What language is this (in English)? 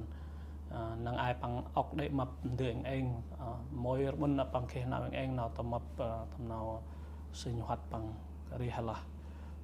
Central Mnong